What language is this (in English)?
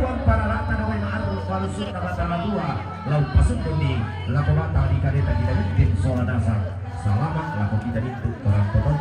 Toraja-Sa'dan